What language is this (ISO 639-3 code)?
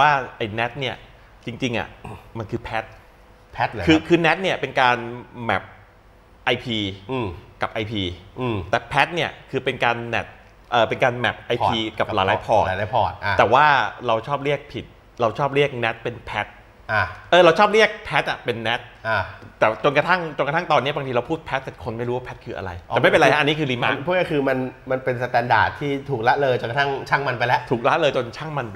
tha